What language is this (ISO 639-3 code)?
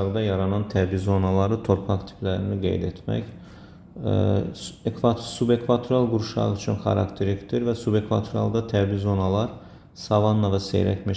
aze